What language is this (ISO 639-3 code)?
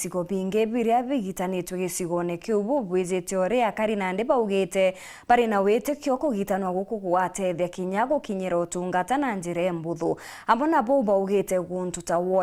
mer